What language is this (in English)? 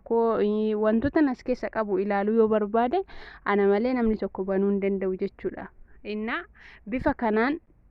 Oromo